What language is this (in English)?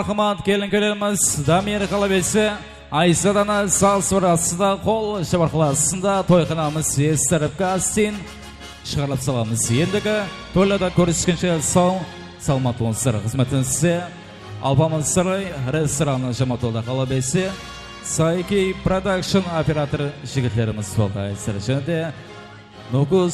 Kara-Kalpak